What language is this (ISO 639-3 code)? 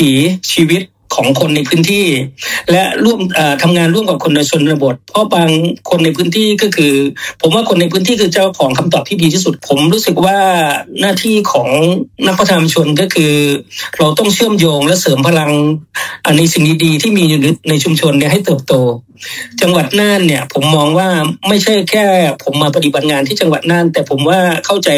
tha